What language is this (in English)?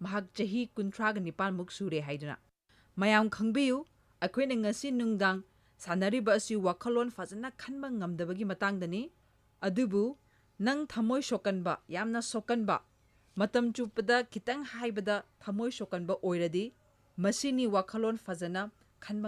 Manipuri